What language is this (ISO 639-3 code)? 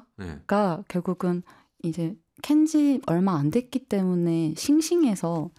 kor